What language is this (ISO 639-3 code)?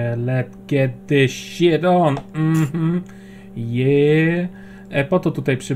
pol